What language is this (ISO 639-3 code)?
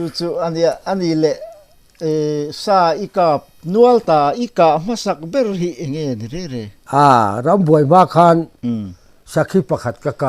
lus